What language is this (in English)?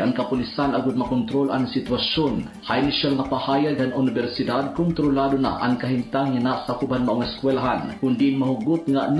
Waray